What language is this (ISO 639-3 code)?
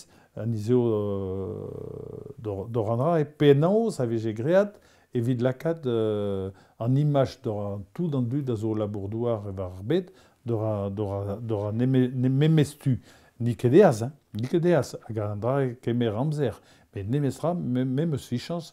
bre